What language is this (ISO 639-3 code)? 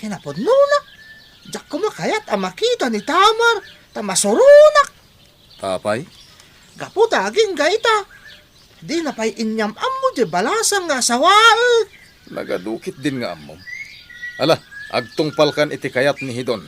ilo